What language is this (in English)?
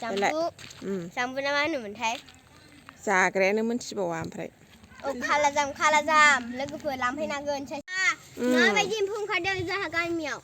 Bodo